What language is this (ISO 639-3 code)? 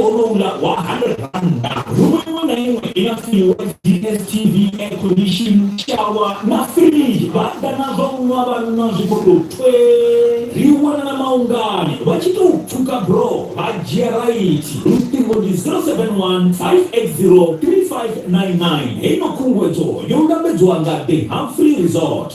ven